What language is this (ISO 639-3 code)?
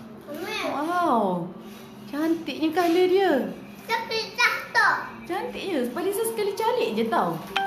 msa